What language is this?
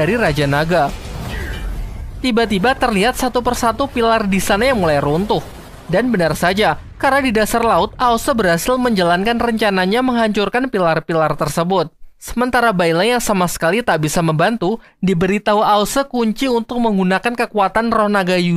Indonesian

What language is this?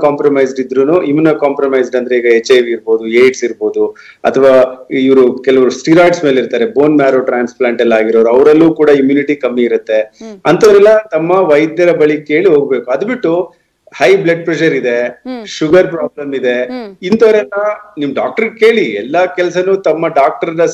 Kannada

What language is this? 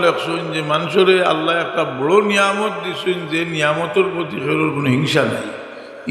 Sylheti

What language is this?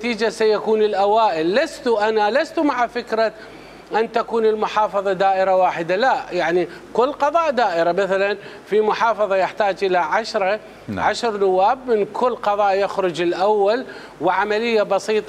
Mesopotamian Arabic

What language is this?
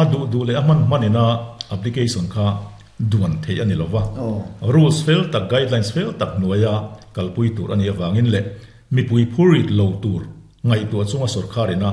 Mizo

